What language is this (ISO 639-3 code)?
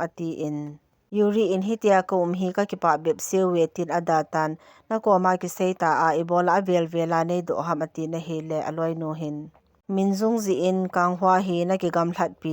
tcz